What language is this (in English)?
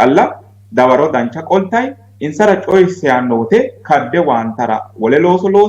Sidamo